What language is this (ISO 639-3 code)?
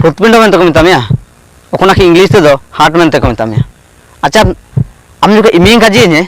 hoc